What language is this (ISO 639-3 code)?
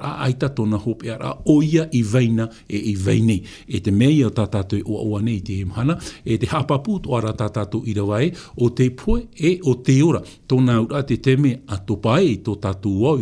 tah